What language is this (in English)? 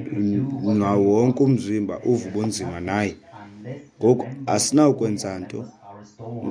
Xhosa